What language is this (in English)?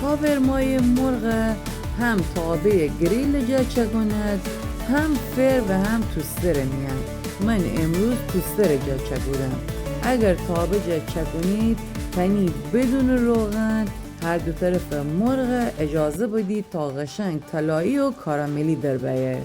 Gilaki